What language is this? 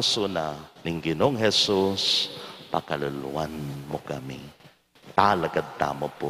Pampanga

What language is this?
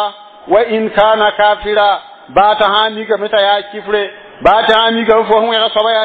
Mossi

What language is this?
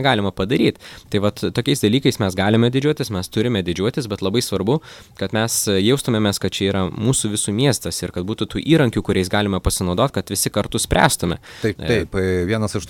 Lithuanian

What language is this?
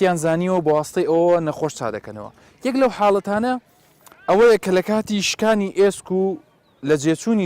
Central Kurdish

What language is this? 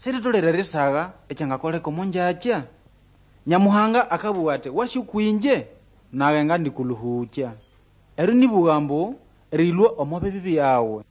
Nande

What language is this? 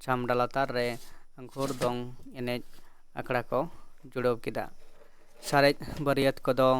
Santali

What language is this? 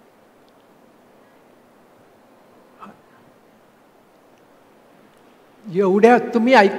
Marathi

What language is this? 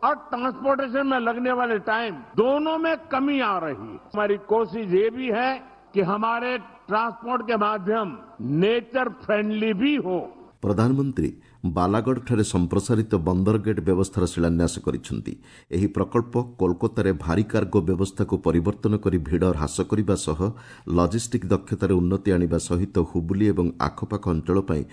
Odia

